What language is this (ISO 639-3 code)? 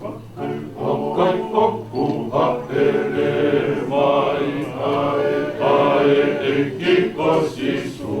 ton